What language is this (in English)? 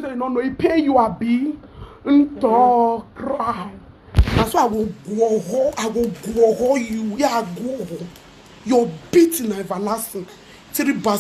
Nigerian Pidgin